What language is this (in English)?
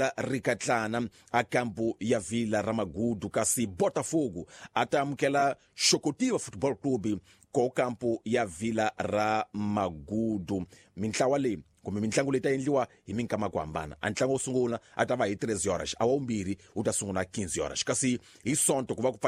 Tsonga